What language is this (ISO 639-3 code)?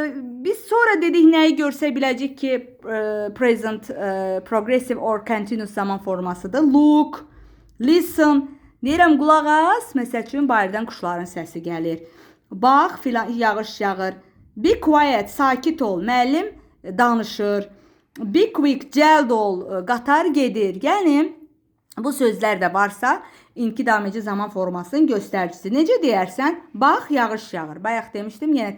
aze